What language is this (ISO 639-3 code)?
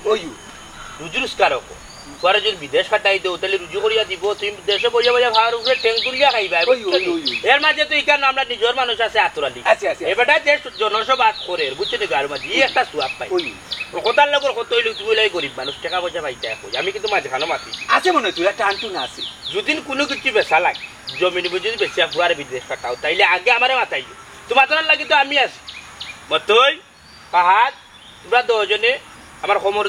syl